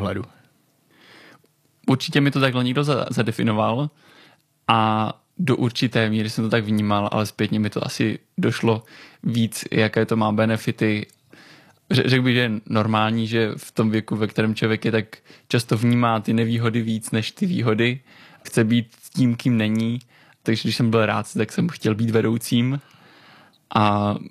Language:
Czech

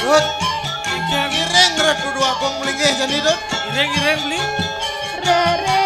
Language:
Balinese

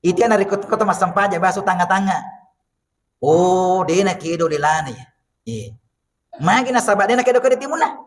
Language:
Buginese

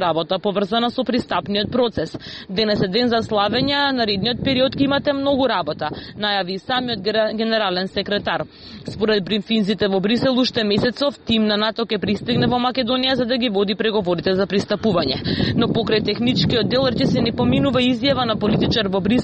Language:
Macedonian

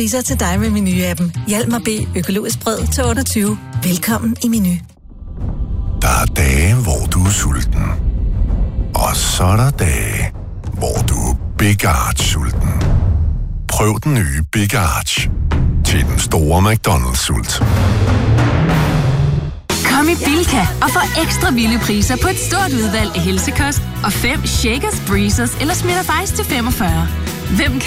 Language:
Danish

